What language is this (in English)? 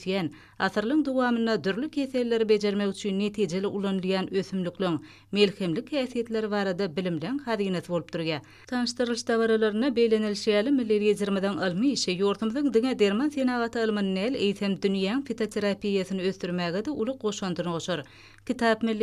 Turkmen